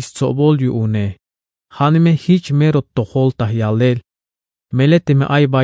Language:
Tzeltal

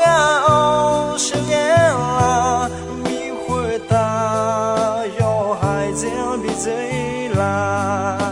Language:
Akha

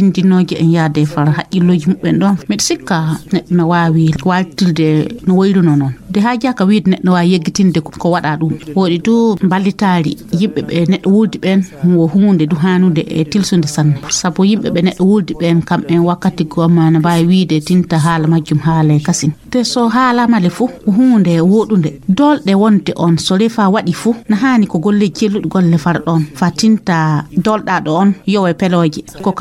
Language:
Fula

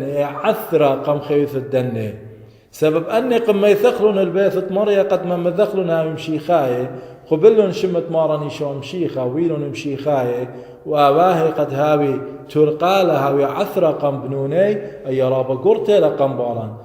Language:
Assyrian Neo-Aramaic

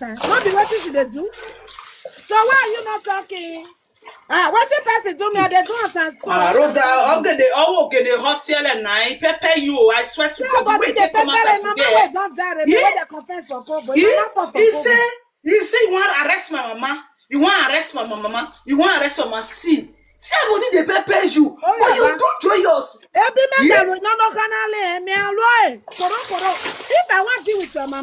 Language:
Nigerian Pidgin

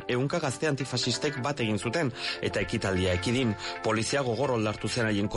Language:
Basque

